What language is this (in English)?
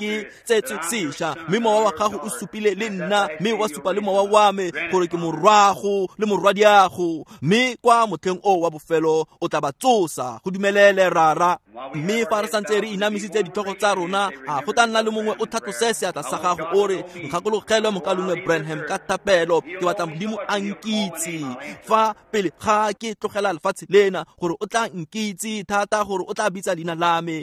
Tswana